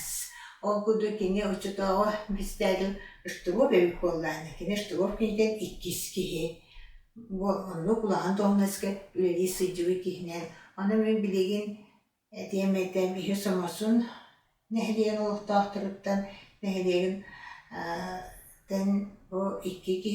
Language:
Yakut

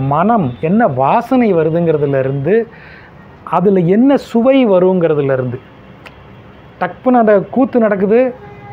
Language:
Tamil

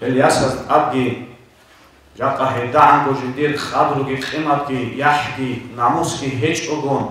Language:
Avaric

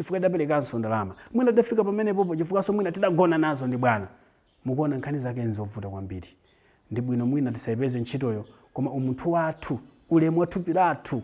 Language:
Nyanja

